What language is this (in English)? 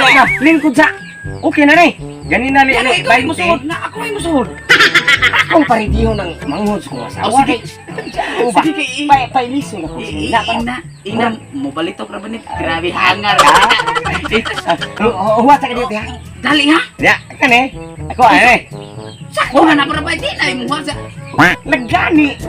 Cebuano